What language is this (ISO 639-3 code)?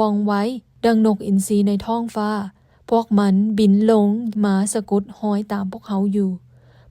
lao